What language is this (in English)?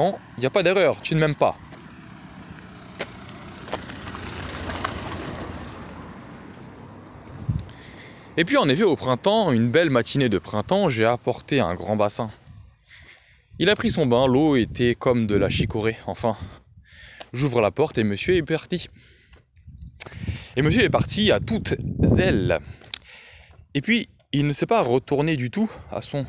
French